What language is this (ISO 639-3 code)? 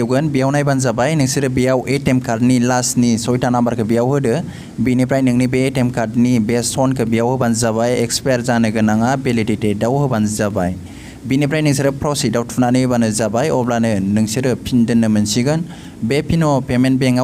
brx